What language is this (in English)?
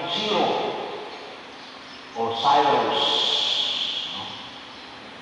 Filipino